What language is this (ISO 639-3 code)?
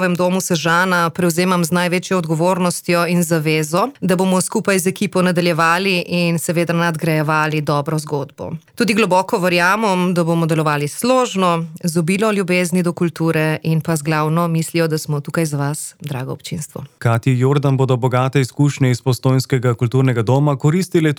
slv